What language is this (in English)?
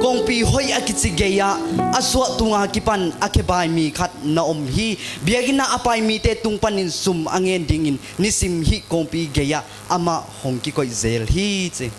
Tedim Chin